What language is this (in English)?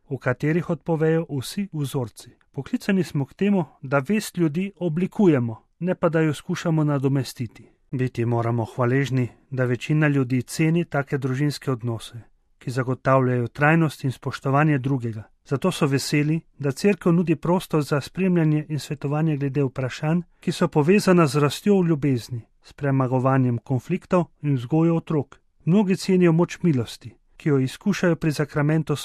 Slovenian